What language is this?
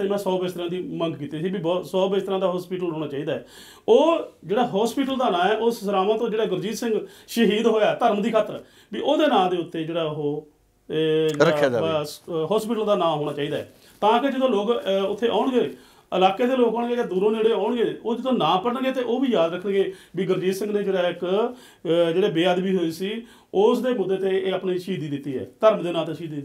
Punjabi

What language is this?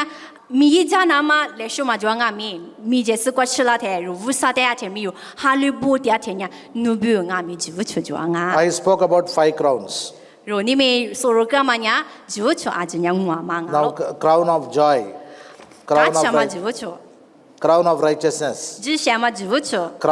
Lisu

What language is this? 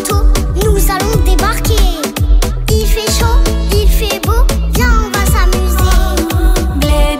French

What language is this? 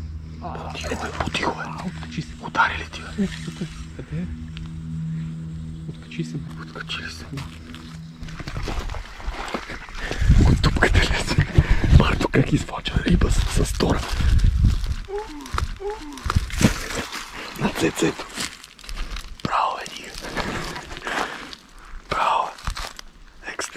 Bulgarian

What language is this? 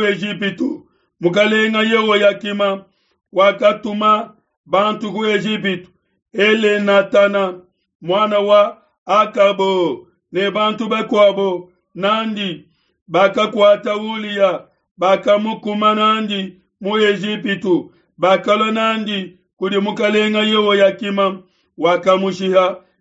Luba-Lulua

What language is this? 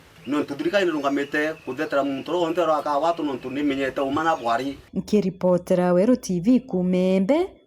Meru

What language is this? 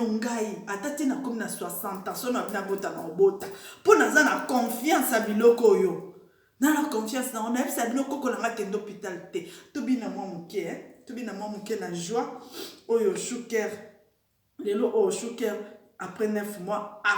Lingala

